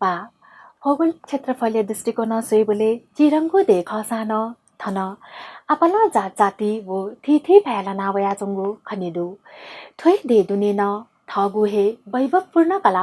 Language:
Newari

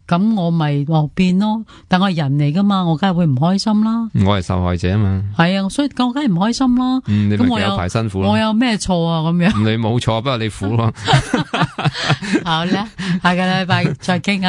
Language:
Cantonese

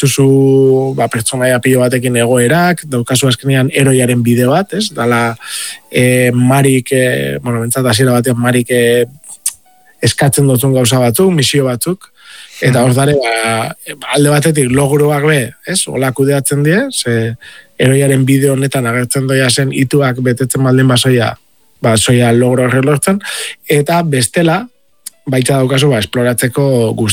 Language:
Basque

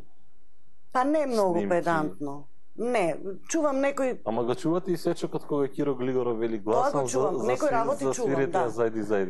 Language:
Macedonian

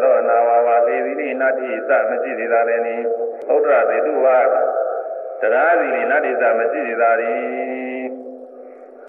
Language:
Burmese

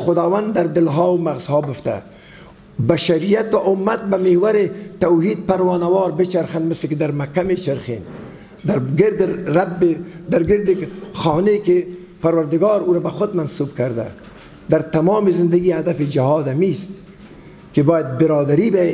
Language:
Persian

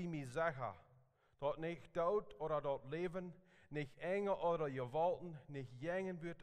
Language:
Plautdietsch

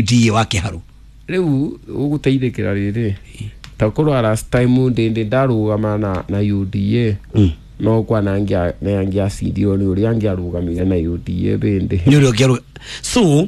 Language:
Kikuyu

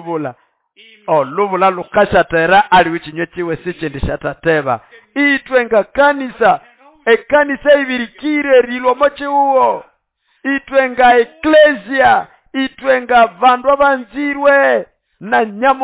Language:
Nande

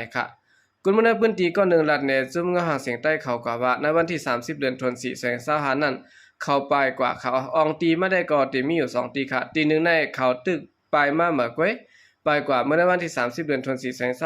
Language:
Shan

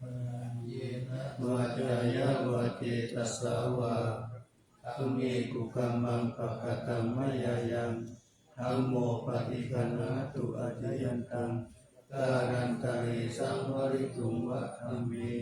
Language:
Pali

